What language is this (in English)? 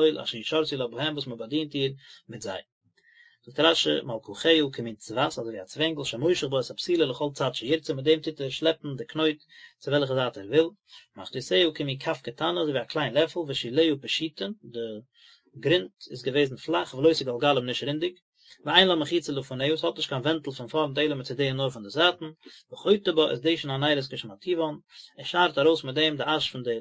Yiddish